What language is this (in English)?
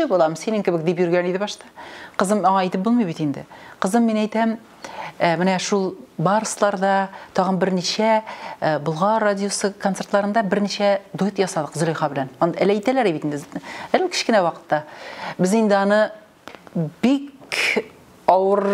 Tatar